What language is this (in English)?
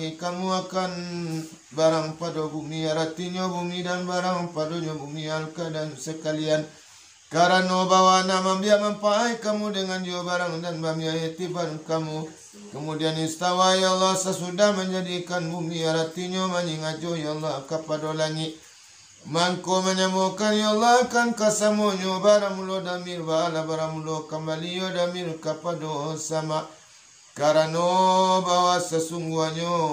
Minangkabau